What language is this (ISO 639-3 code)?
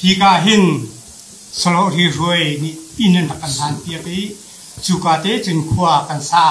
cnh